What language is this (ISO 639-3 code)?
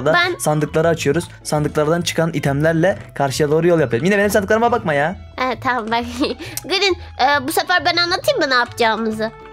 tur